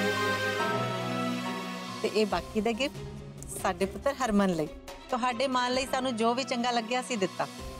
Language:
Punjabi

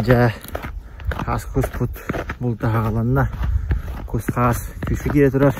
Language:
Yakut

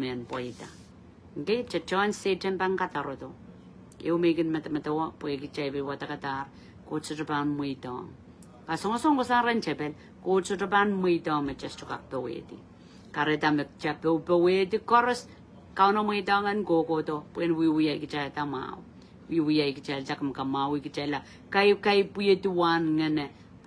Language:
Pohnpeian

